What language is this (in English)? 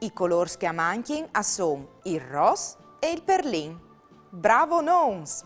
Friulian